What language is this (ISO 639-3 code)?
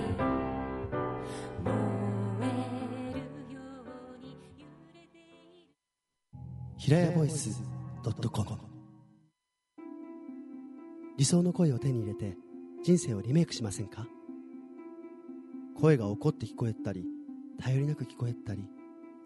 jpn